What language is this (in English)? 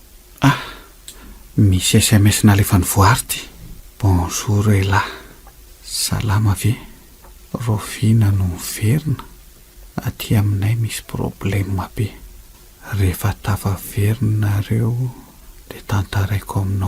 Malagasy